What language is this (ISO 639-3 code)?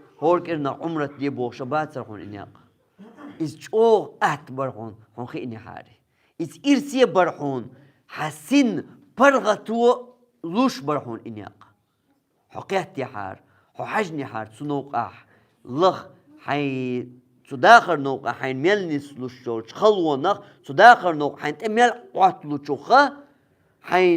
che